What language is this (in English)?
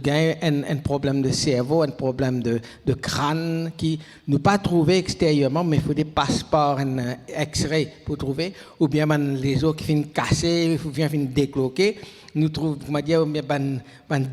Morisyen